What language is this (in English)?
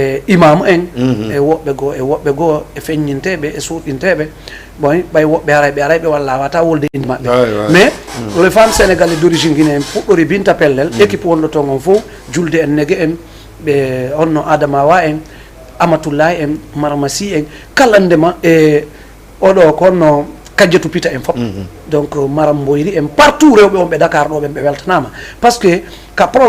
Fula